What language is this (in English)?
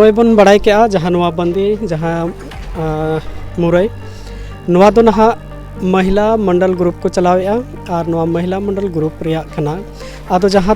Santali